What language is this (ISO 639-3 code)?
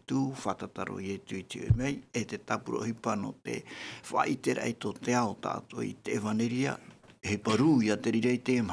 tah